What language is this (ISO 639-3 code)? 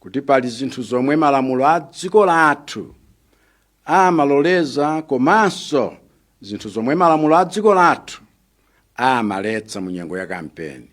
nya